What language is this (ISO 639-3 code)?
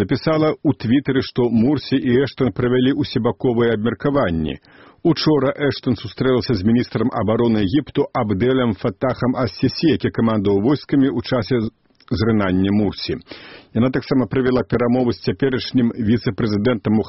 bel